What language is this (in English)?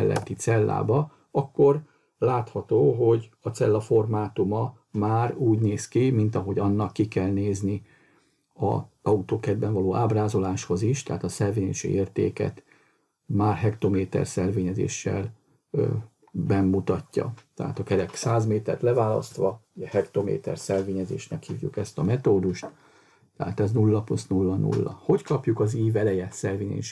Hungarian